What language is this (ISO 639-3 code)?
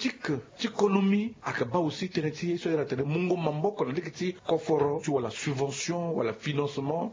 sag